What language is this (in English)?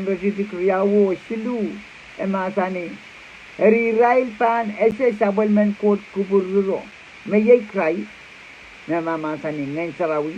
Pohnpeian